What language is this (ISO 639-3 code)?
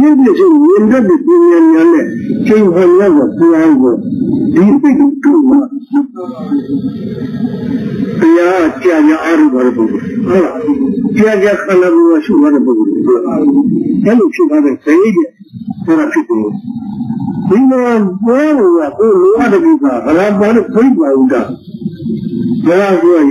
mya